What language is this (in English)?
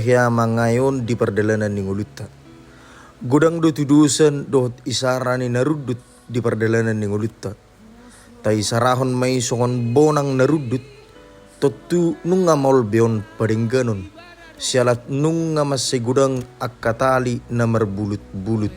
Batak Toba